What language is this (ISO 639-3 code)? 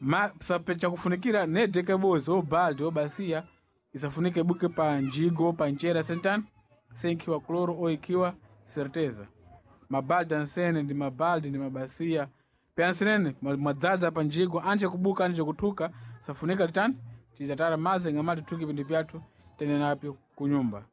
seh